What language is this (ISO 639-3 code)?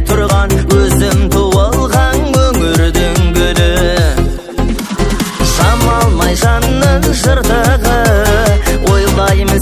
kaz